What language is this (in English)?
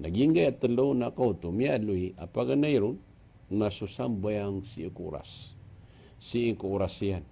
Maranao